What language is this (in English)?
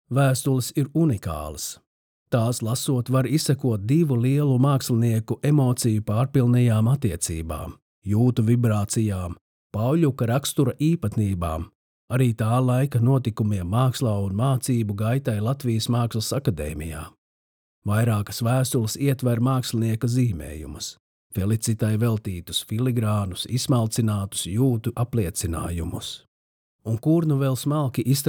Latvian